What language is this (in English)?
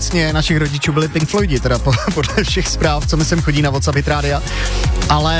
Czech